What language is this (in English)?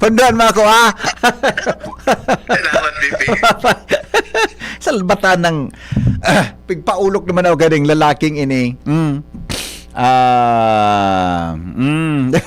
Bikol